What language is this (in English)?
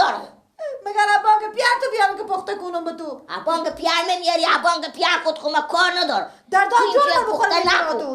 Persian